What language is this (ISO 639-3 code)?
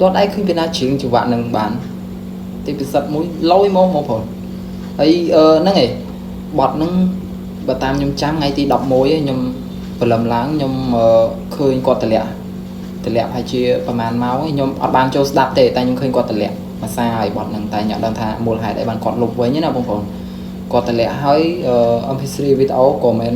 khm